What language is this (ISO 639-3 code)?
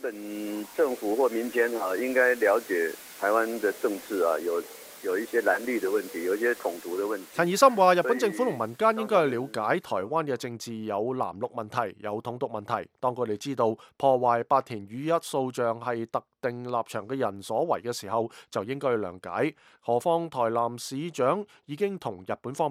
yue